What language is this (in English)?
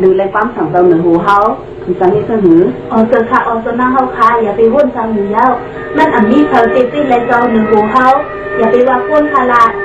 Shan